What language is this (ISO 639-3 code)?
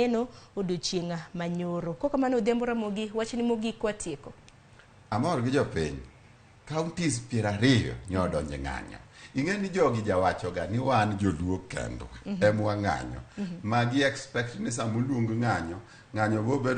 luo